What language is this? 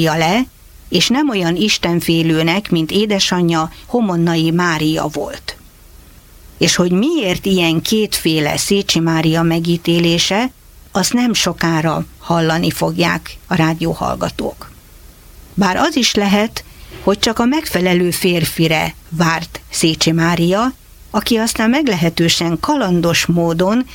Hungarian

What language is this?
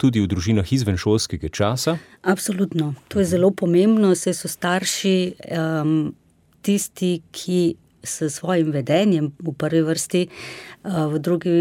Slovenian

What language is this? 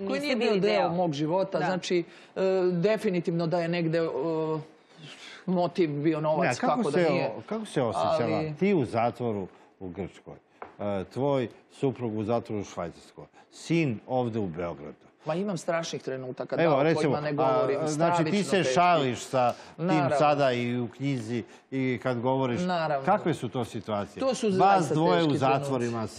Serbian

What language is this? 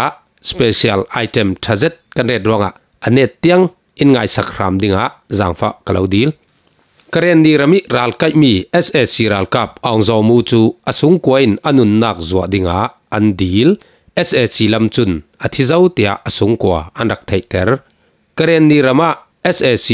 Falam Chin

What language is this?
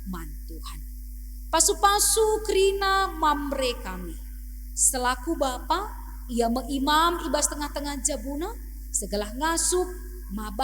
Batak Karo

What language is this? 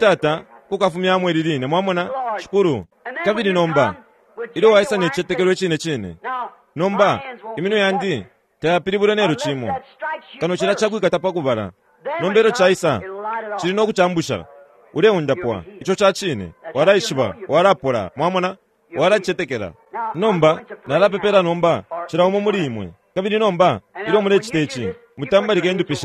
Bemba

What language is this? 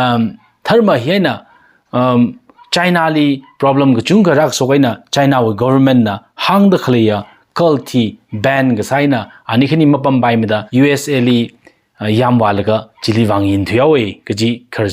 Tangkhul Naga (India)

